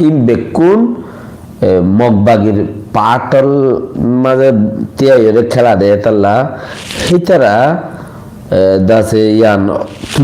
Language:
Rohingya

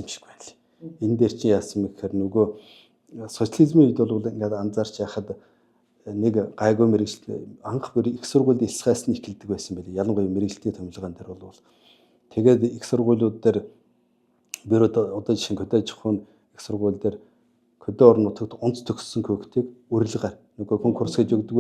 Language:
Mongolian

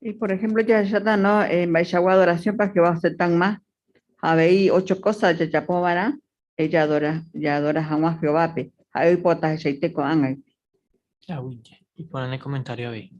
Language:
Guarani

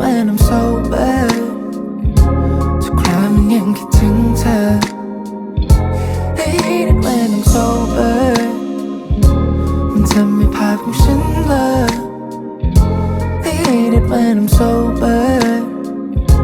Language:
Thai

